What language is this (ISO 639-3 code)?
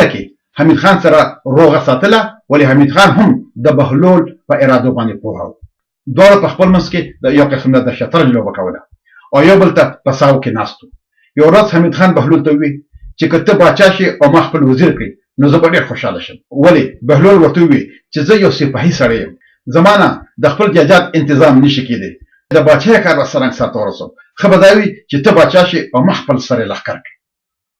pus